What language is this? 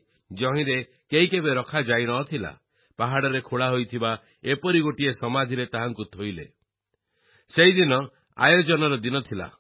Odia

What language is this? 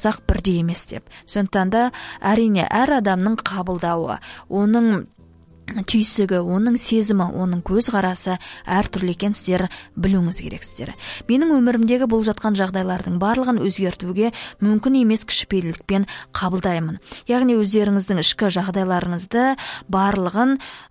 Kazakh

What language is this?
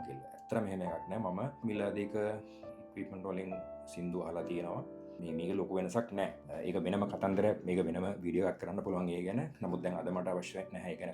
Sinhala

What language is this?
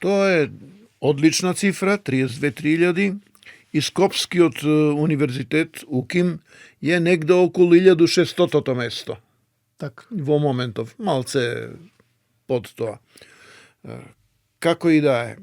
Macedonian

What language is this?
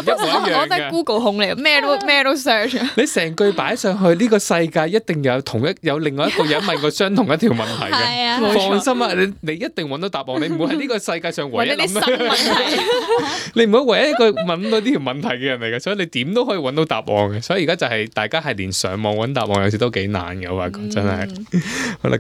Cantonese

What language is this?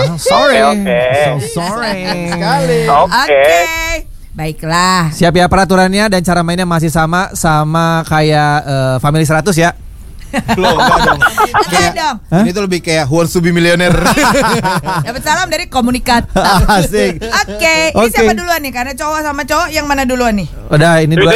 Indonesian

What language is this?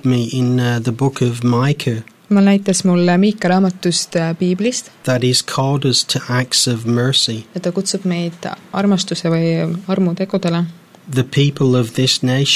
Estonian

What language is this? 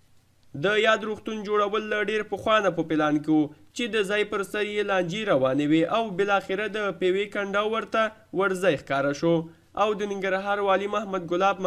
Pashto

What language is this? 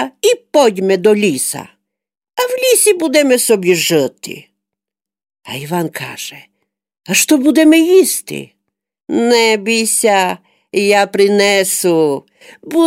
Rusyn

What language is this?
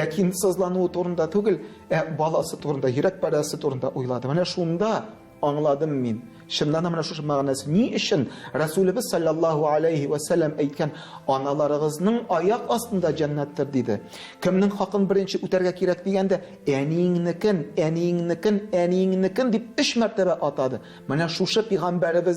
Tatar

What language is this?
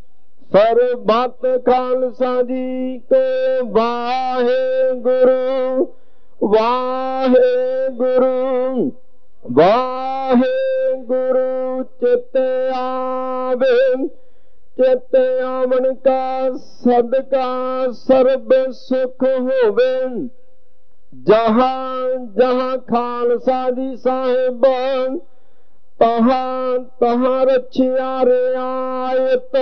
Punjabi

